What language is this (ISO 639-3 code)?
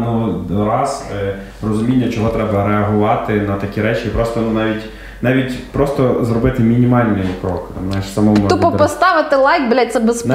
ukr